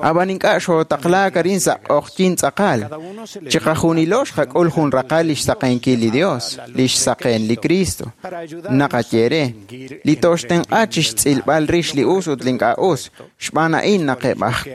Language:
Kekchí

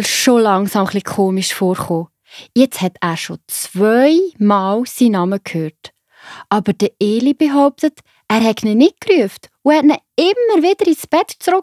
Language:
Swiss German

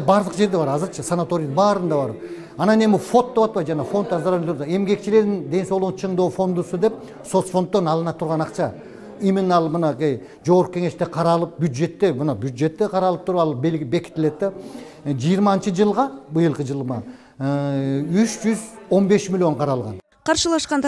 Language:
Kyrgyz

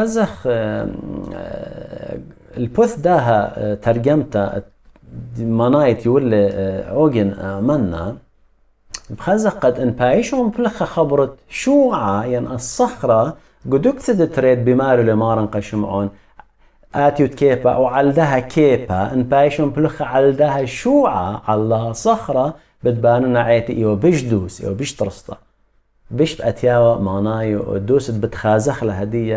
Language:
Assyrian Neo-Aramaic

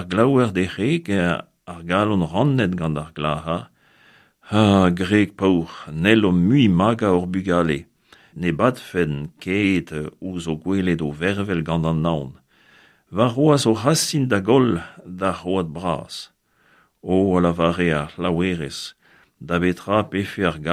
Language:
Breton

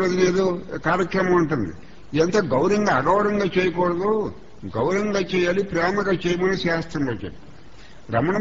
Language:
Telugu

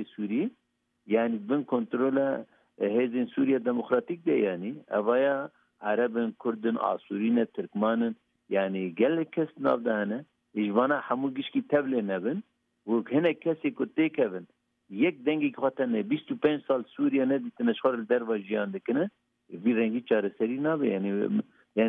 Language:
Kurdish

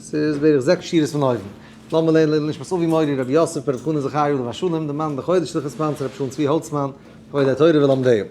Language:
Yiddish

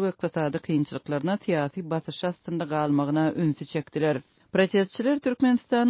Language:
Turkmen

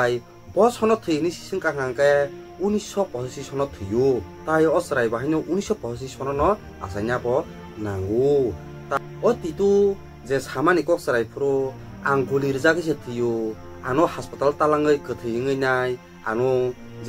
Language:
Kok Borok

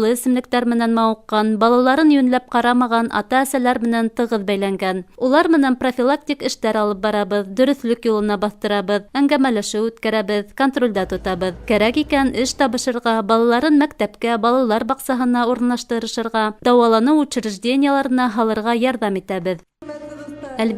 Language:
Bashkir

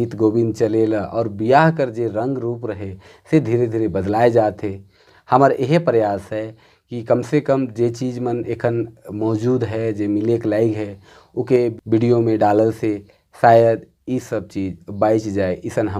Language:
Sadri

